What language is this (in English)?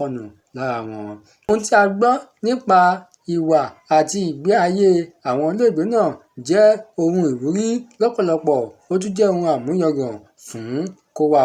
Yoruba